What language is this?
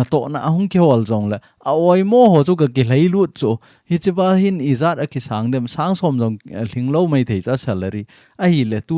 Thado Chin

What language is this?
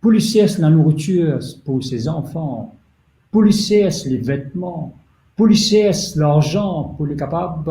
Morisyen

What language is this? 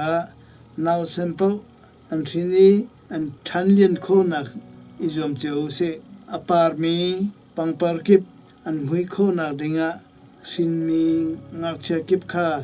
Hakha Chin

